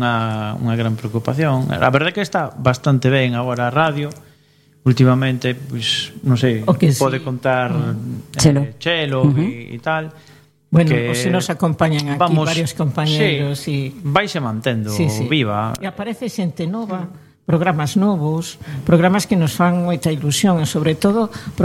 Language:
Galician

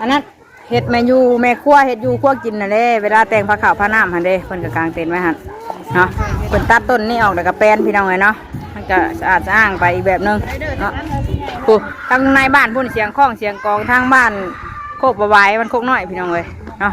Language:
Northeastern Thai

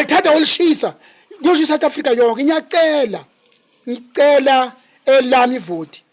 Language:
Zulu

